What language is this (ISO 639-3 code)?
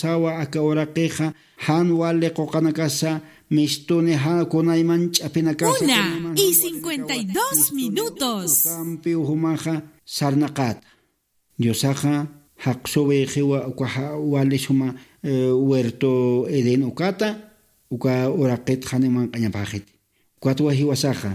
aym